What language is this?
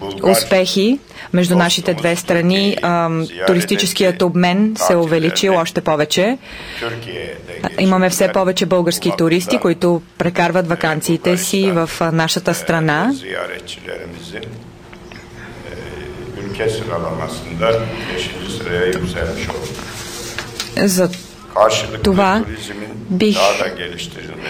Bulgarian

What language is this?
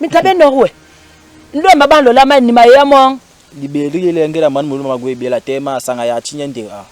Basaa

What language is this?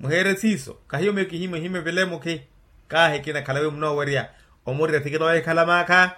Makhuwa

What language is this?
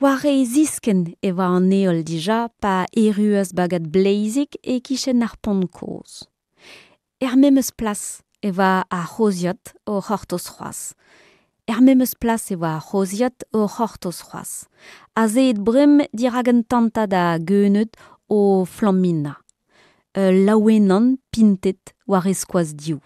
Breton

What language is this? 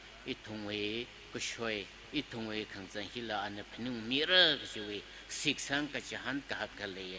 Tangkhul Naga (India)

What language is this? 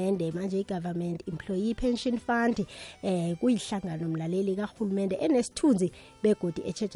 South Ndebele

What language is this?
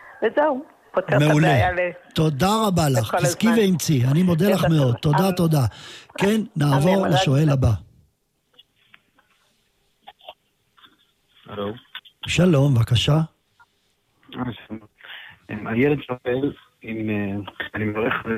Hebrew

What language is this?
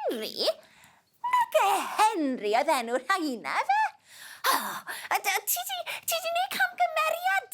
Welsh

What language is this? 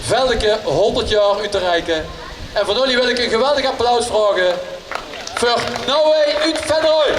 Limburgish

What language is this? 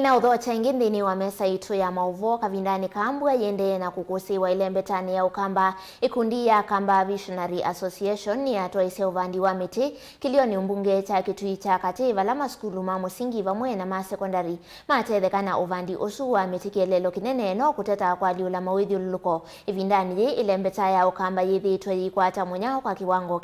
Kamba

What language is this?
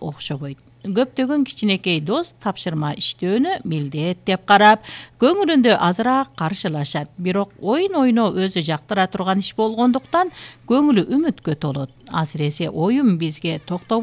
Kyrgyz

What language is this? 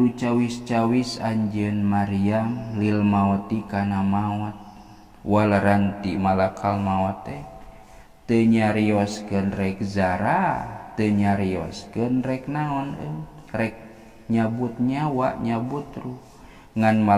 Sundanese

